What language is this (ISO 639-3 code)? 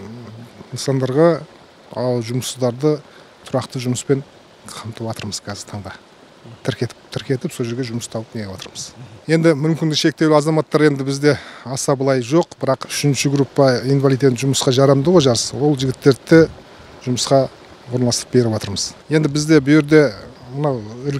kaz